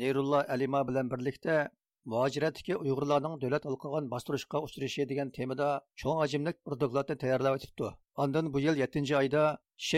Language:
Uyghur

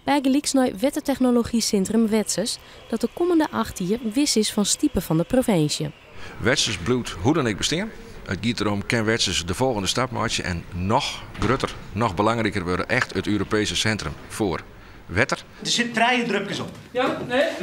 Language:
Western Frisian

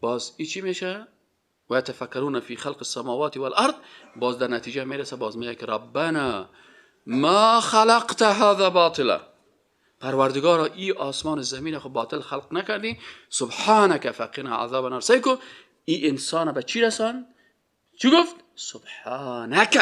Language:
Persian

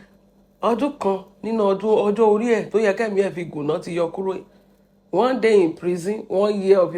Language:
Yoruba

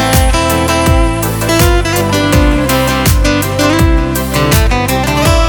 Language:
Ukrainian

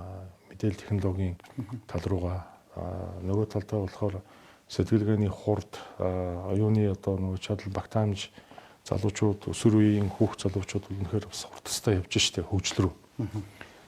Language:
Mongolian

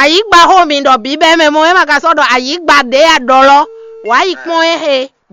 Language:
Fon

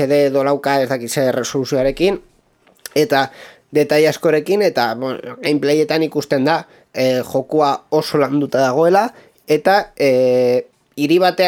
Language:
Basque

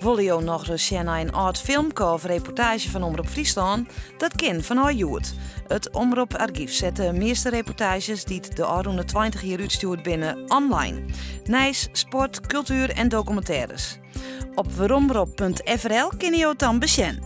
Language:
Western Frisian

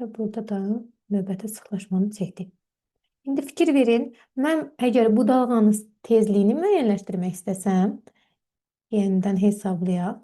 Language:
Azerbaijani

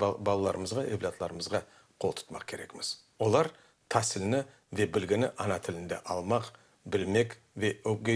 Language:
Crimean Tatar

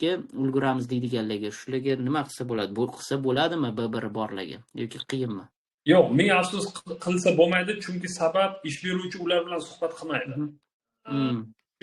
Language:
Uzbek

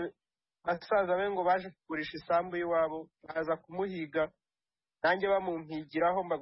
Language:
Kinyarwanda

